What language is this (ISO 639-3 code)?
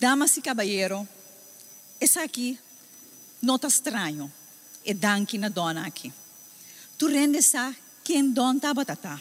pap